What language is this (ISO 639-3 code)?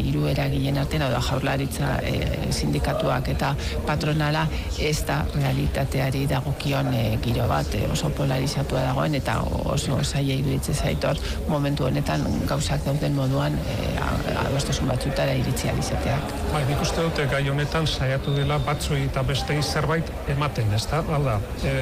eus